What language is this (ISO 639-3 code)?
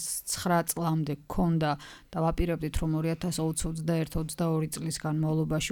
kat